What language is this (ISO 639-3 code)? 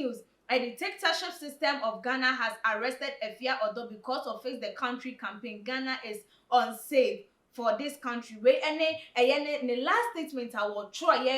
aka